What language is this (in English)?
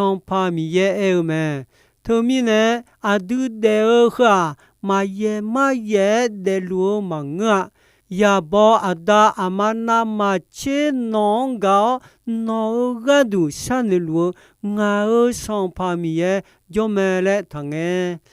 Akha